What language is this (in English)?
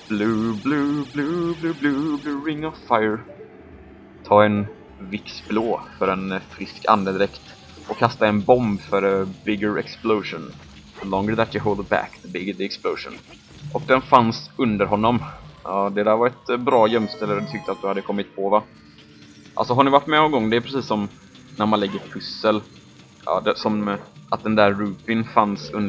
Swedish